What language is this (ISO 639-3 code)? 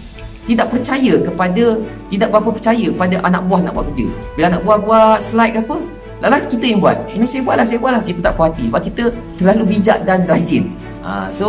msa